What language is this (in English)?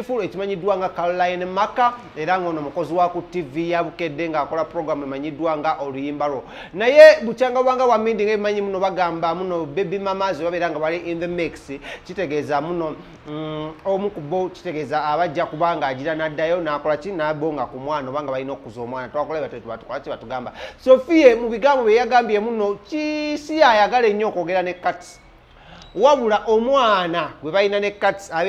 Ganda